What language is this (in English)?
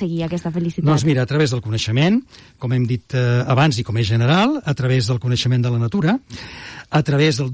Catalan